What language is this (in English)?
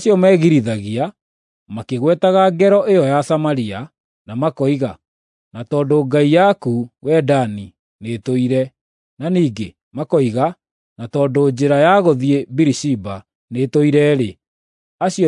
Kikuyu